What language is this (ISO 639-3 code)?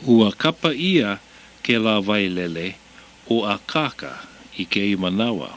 haw